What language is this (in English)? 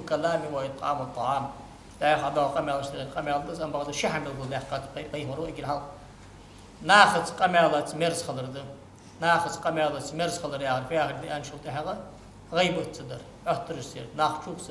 Ingush